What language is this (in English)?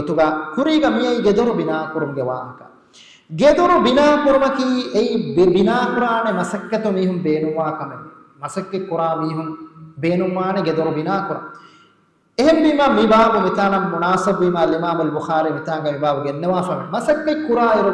Divehi